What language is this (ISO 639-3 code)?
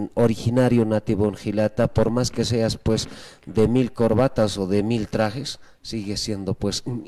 aym